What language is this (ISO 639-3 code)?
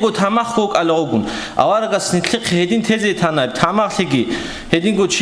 ava